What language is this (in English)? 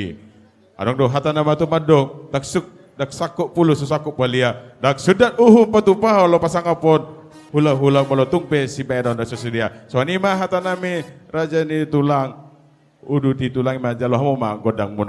Batak Toba